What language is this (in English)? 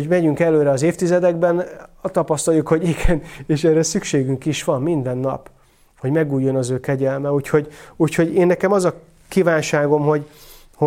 Hungarian